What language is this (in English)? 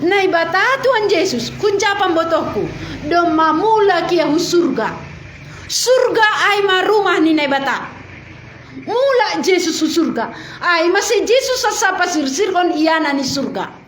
Batak Simalungun